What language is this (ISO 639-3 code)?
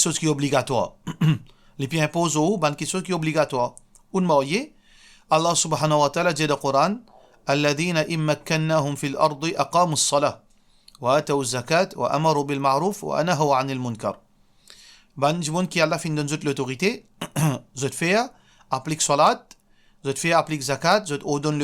mfe